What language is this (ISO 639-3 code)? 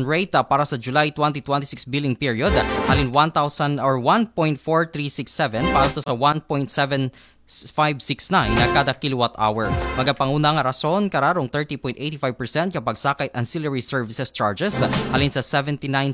akl